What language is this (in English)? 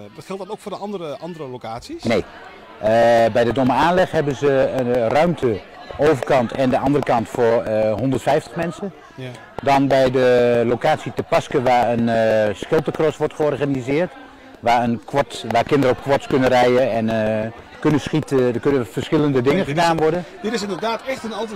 Dutch